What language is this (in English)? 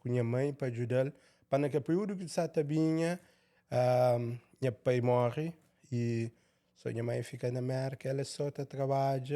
Kabuverdianu